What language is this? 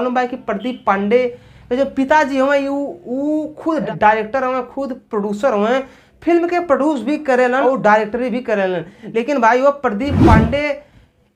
Bhojpuri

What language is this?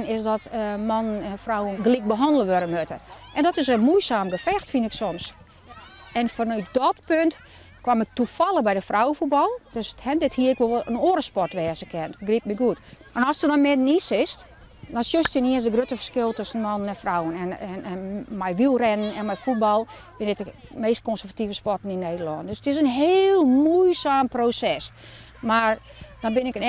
Western Frisian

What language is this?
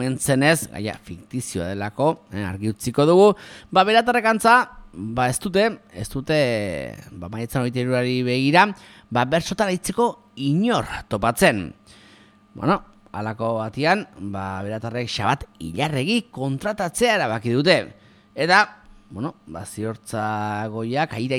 Basque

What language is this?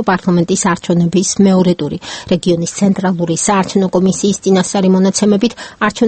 Georgian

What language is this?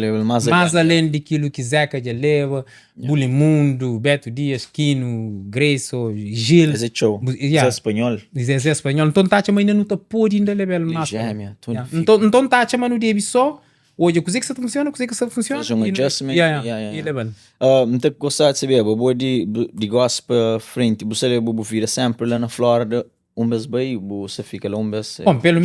Kabuverdianu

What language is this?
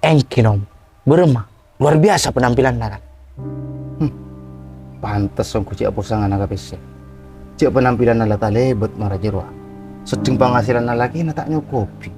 Madurese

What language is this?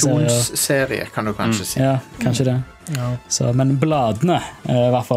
Norwegian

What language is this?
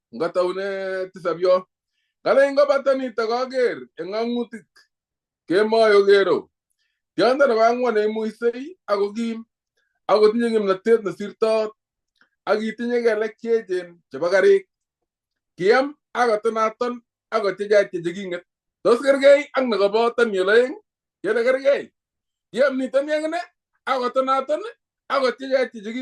Kalenjin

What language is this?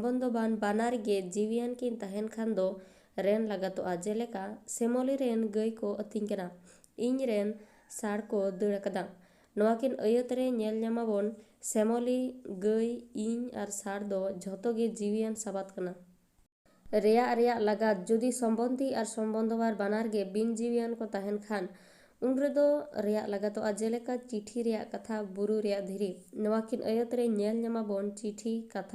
Santali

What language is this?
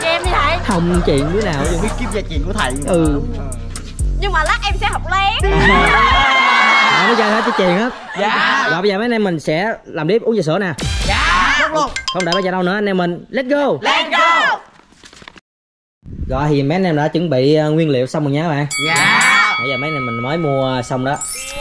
Vietnamese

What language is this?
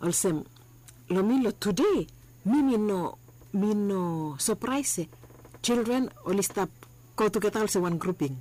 Bislama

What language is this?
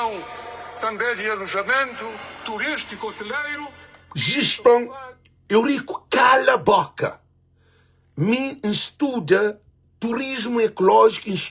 Kabuverdianu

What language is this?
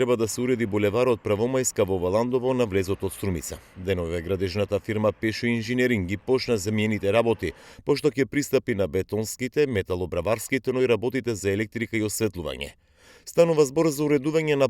Macedonian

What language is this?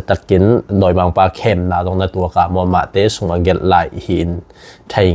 Tedim Chin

